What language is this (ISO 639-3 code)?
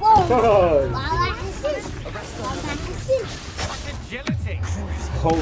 kur